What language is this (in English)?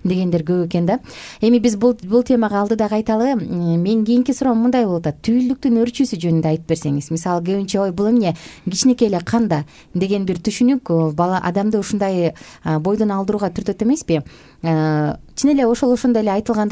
Kyrgyz